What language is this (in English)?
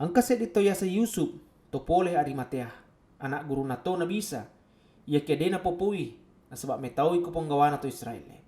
Buginese